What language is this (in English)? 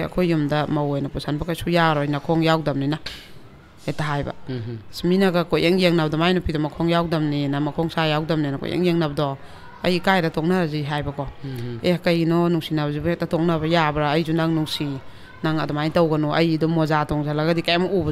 Manipuri